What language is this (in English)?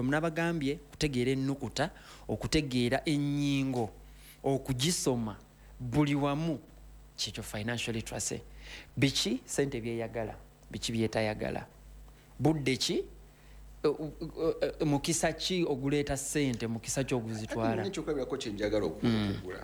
Ganda